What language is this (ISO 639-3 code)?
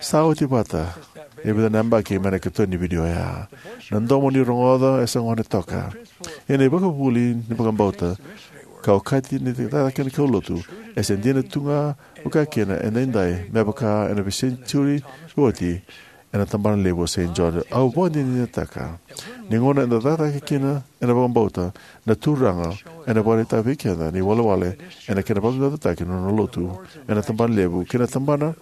fij